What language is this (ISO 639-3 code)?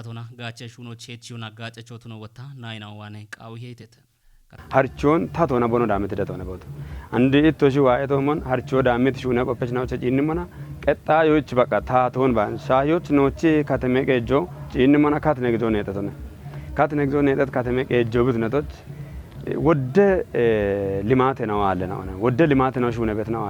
kbr